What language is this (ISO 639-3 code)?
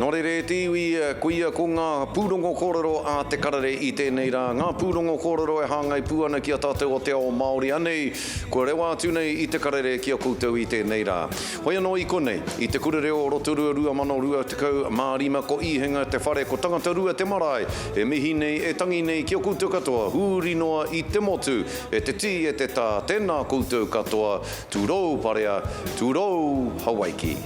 mri